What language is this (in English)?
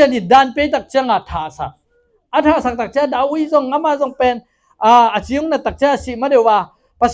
Tedim Chin